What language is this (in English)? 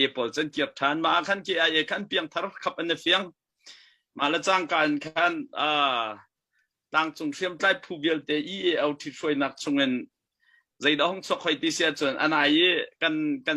Hakha Chin